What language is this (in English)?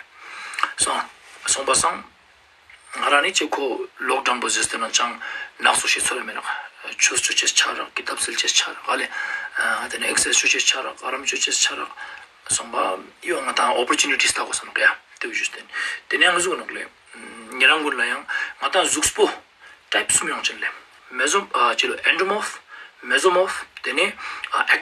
Ladakhi